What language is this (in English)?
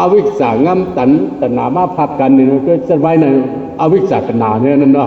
Shan